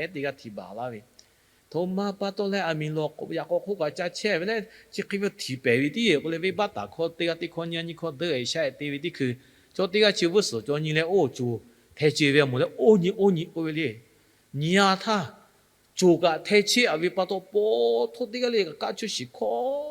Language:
Lahu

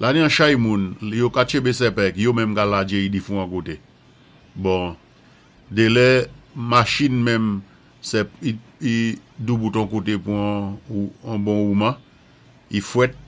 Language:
Saint Lucian Creole French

